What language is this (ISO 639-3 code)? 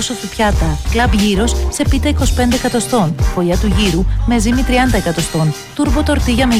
ell